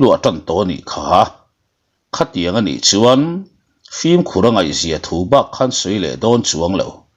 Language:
Mizo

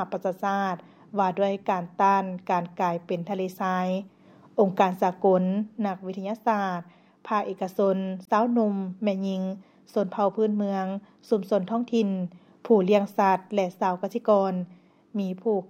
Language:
Lao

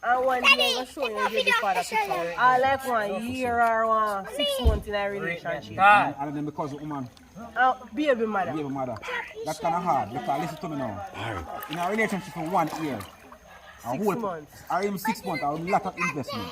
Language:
Jamaican Creole English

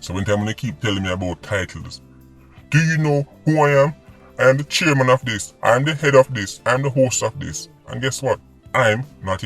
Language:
Jamaican Creole English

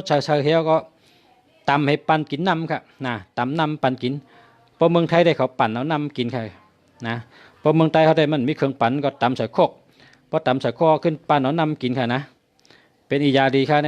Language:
Shan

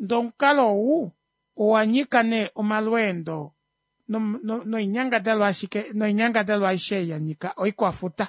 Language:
Kuanyama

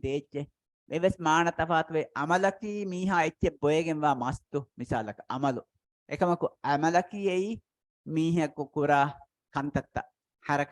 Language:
Divehi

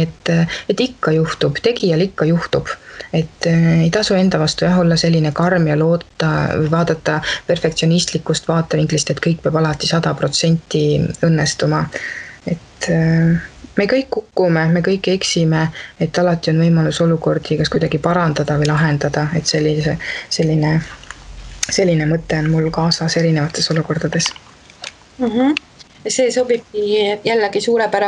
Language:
Estonian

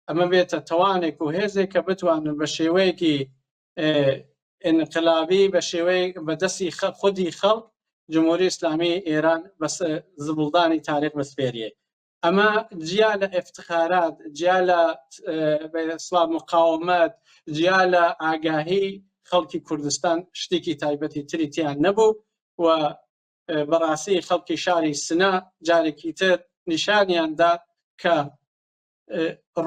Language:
Central Kurdish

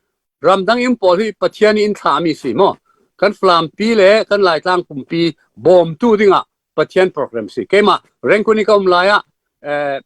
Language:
Falam Chin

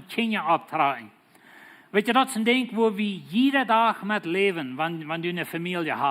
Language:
Plautdietsch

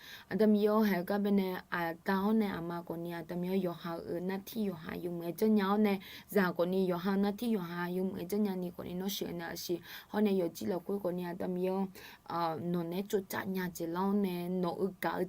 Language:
Akha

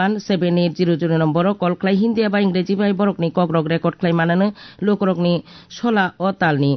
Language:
Kok Borok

